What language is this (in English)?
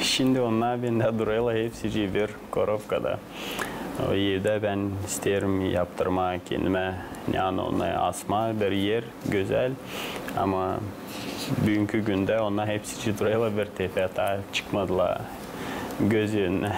Gagauz